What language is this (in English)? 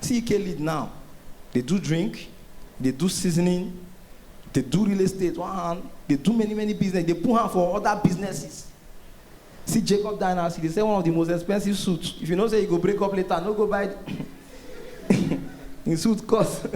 Nigerian Pidgin